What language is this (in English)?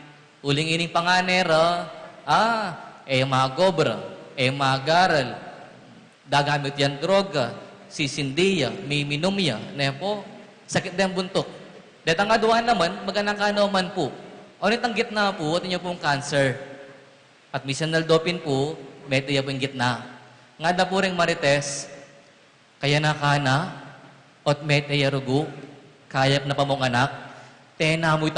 Pampanga